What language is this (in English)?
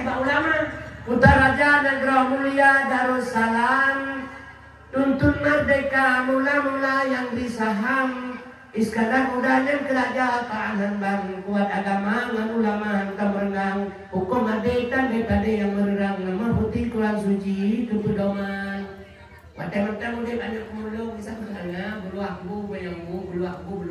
Achinese